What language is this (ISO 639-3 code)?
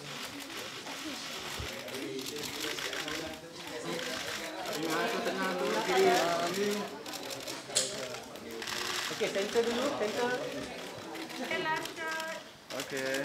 msa